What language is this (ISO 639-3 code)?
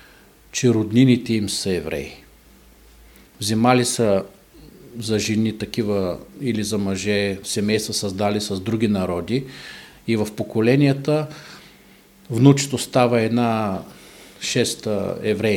bul